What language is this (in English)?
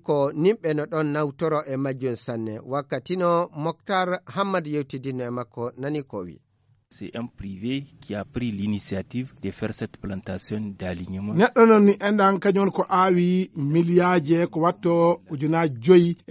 Fula